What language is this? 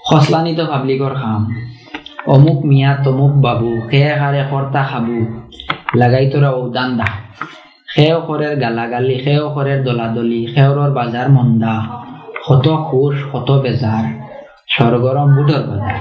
Sylheti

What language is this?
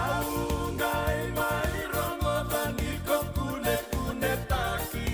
Fijian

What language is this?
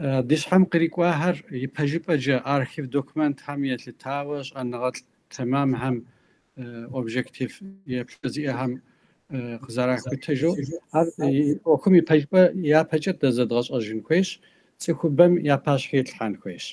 Kabardian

